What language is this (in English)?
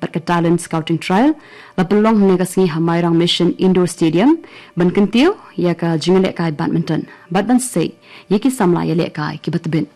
Khasi